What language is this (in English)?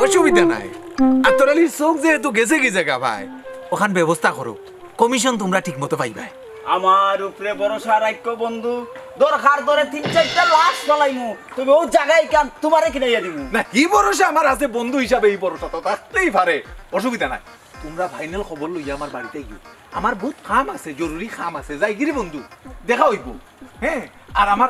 Sylheti